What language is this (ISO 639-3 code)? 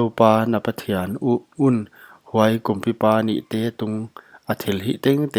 pck